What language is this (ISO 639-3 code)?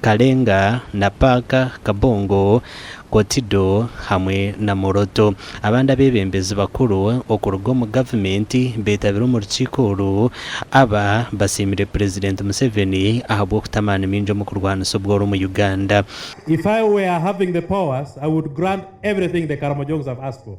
nyn